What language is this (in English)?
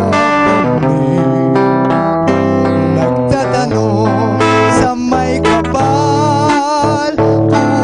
Filipino